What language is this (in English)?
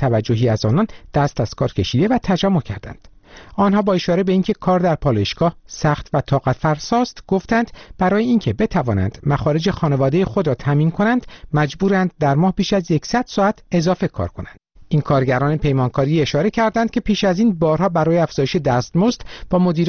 Persian